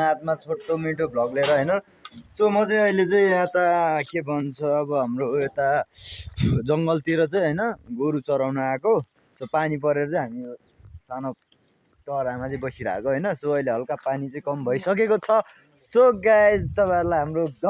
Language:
Nepali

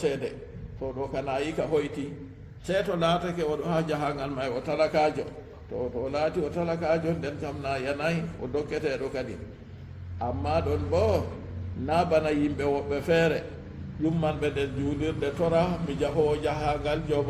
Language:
Fula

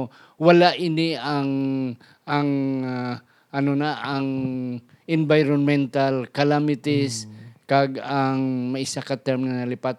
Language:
Hiligaynon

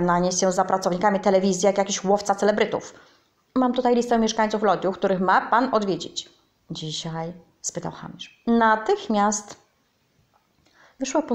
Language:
Polish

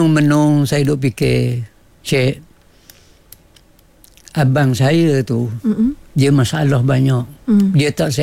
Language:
Malay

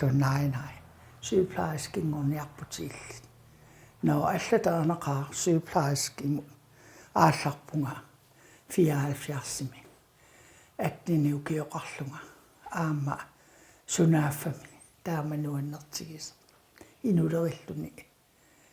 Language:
Kalaallisut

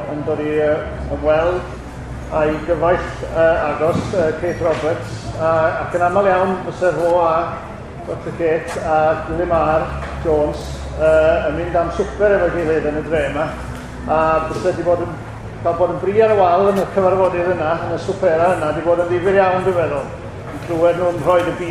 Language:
Welsh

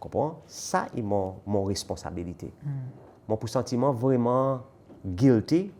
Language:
Seselwa Creole French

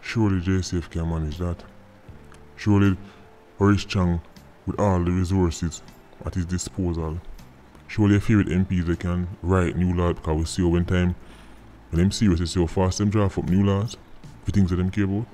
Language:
Jamaican Creole English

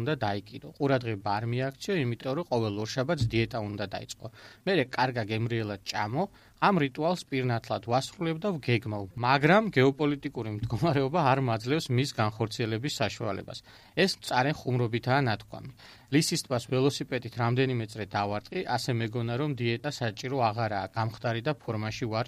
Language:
Georgian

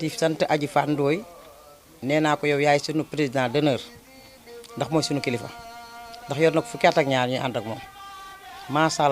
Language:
Wolof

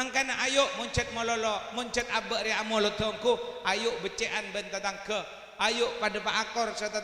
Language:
Madurese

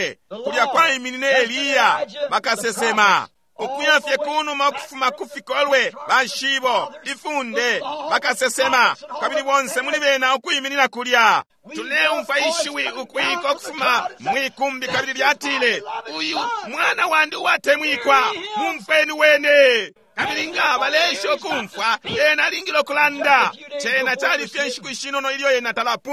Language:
Bemba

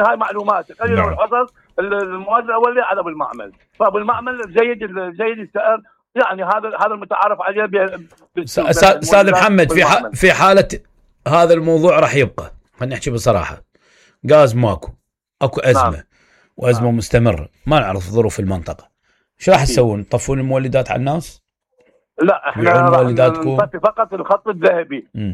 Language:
Mesopotamian Arabic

